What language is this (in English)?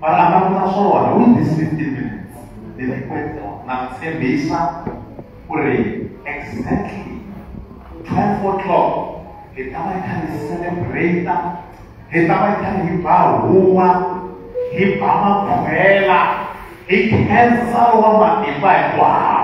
Tsonga